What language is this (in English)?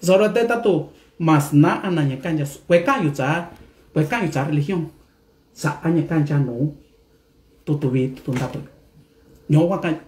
Mixtepec Mixtec